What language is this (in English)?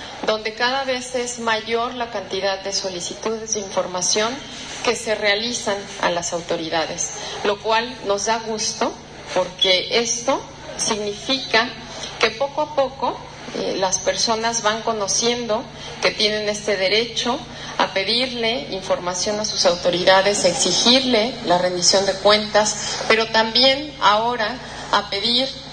Spanish